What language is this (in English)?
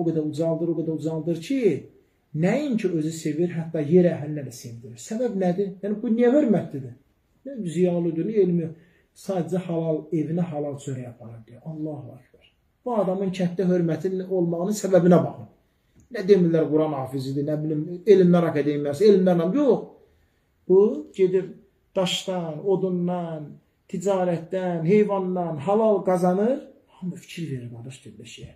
Azerbaijani